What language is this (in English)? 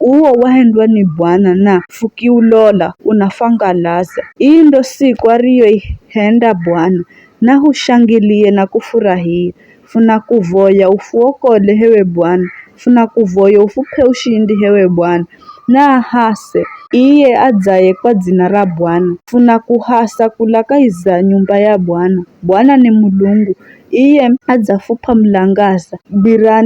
Giryama